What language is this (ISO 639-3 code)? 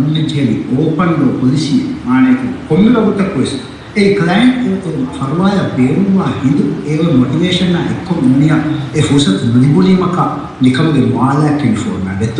div